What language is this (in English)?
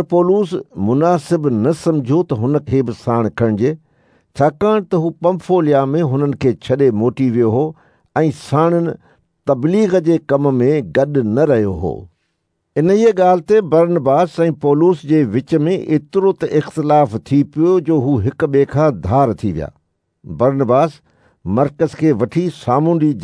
Sindhi